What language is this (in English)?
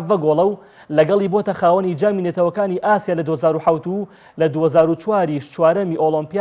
Central Kurdish